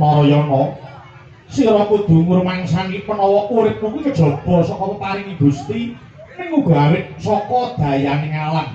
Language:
Javanese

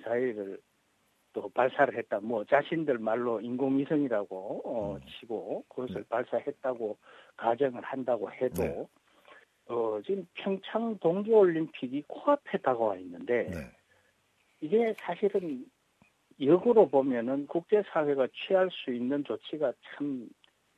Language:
Korean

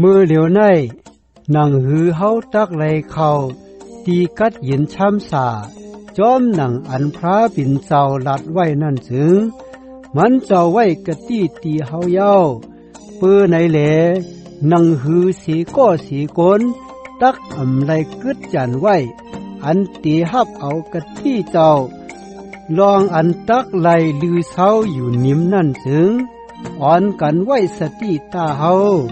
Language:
Shan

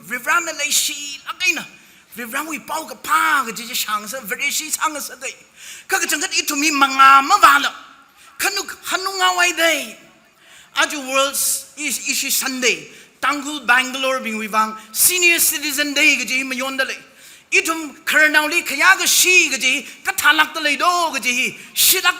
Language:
Tangkhul Naga (India)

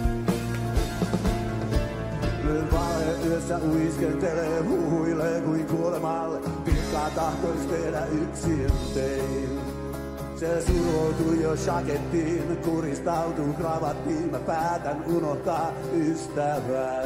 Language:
Finnish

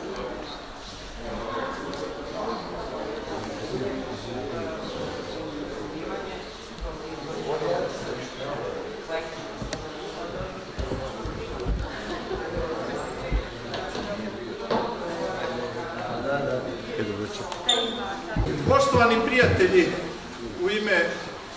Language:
Serbian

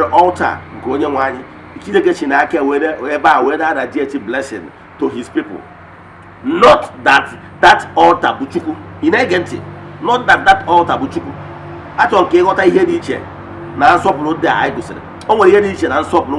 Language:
Igbo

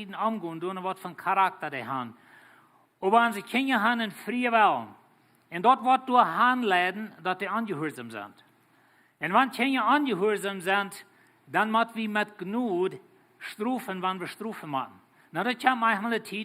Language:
Plautdietsch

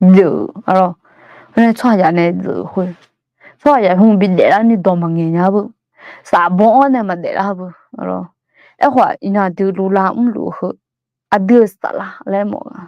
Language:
Akha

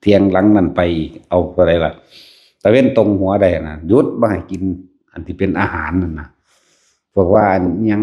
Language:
Northeastern Thai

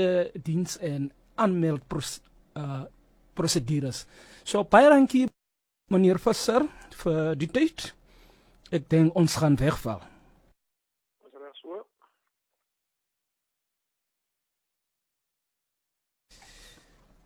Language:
Afrikaans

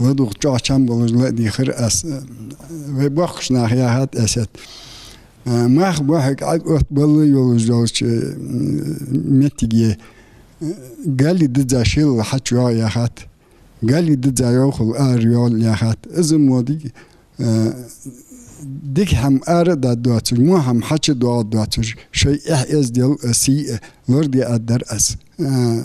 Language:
Ingush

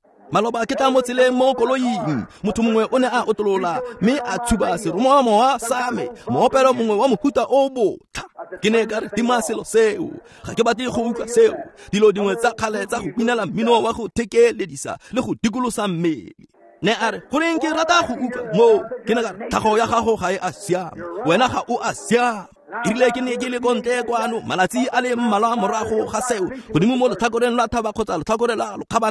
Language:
Tswana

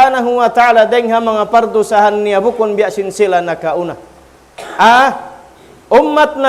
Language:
Tausug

